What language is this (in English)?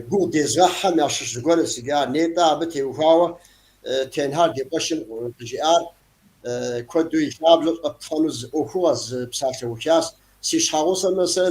Kabardian